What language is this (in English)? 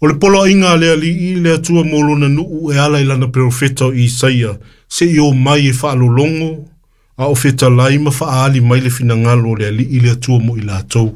Samoan